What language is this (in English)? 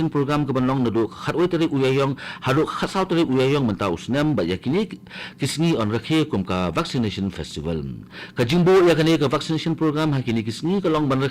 Khasi